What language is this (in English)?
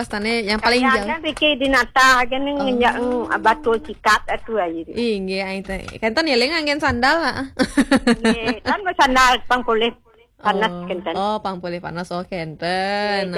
Balinese